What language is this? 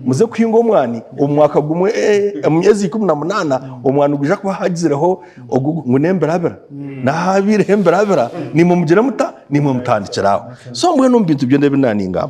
Nyankole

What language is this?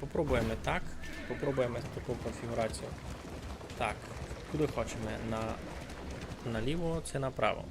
Rusyn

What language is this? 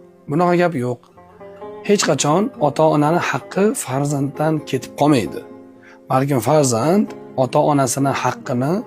Uzbek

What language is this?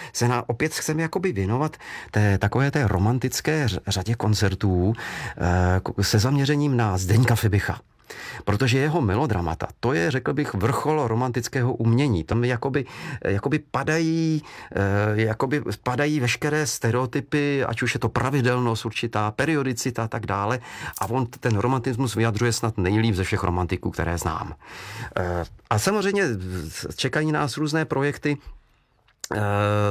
Czech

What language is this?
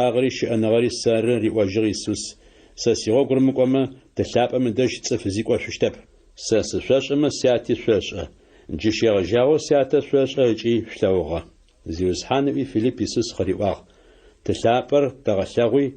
Adyghe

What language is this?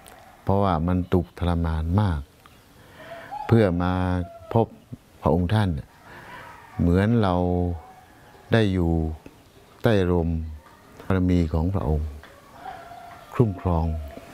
Thai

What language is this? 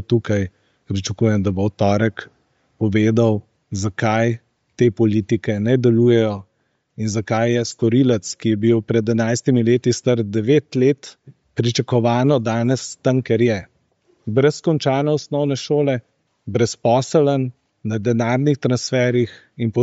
Slovenian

